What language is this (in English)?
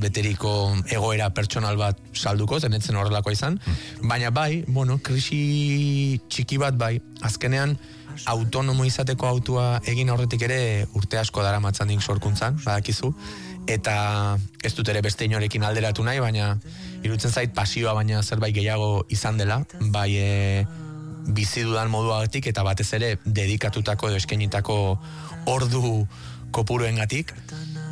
Basque